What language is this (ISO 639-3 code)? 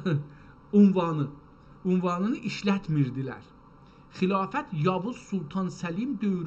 azb